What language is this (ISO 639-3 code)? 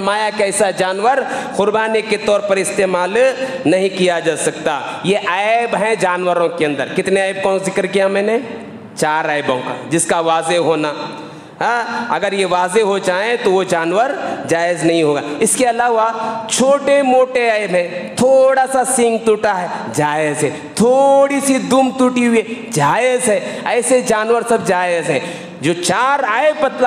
urd